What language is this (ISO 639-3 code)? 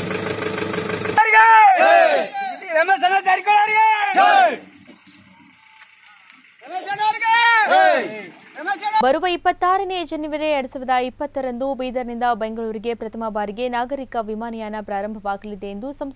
kan